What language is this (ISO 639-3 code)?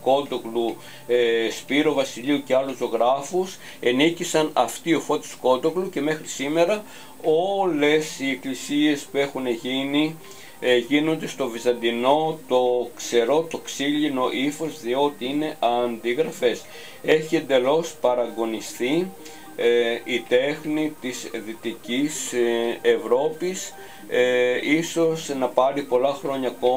ell